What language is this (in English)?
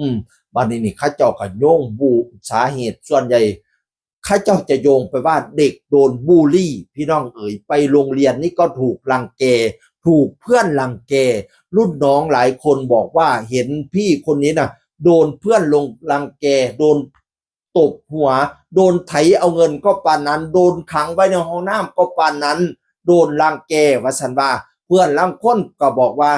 Northeastern Thai